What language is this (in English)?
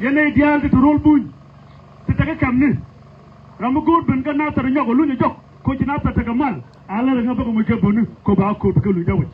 Nuer